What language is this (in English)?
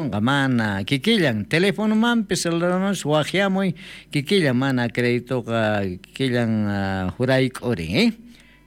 South Bolivian Quechua